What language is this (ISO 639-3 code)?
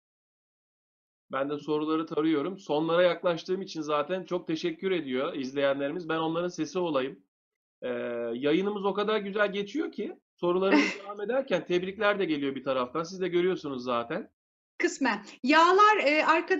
tur